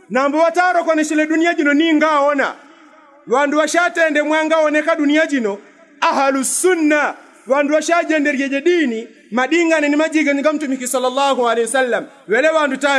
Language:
Yao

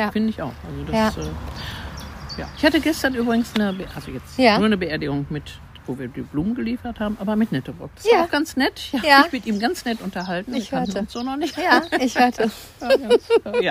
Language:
German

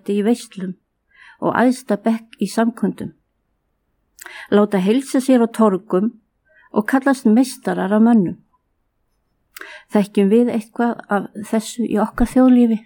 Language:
Icelandic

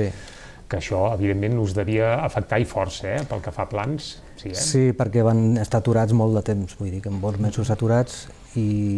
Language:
Catalan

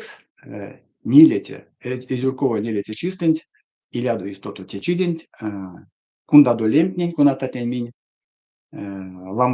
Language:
Erzya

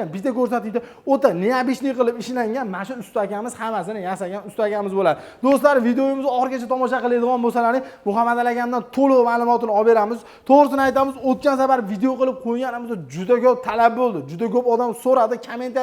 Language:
Uzbek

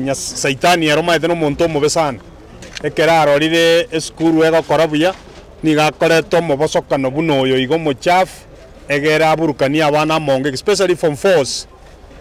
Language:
Gusii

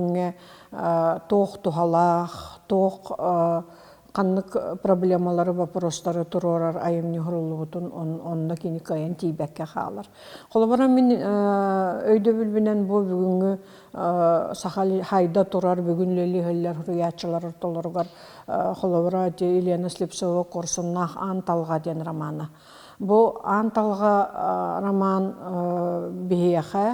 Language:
Yakut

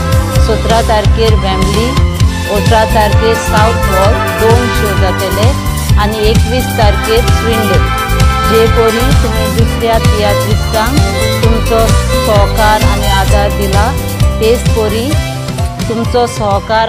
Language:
Konkani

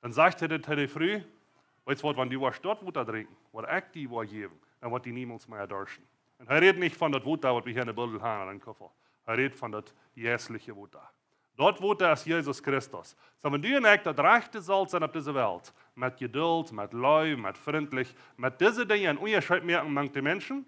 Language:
Plautdietsch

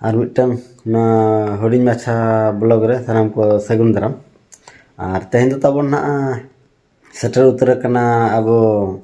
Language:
Santali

